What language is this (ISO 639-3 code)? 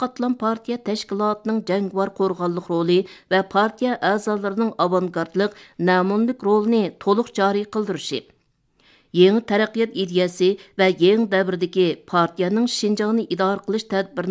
uig